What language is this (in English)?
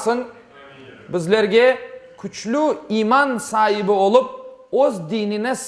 Crimean Tatar